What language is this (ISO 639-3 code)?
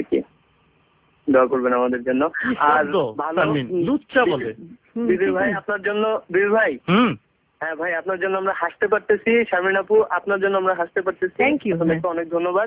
ben